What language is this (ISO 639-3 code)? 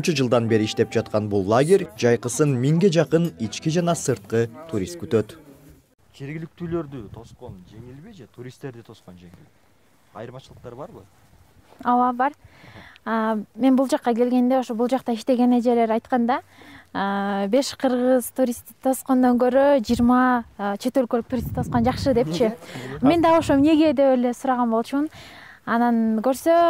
kir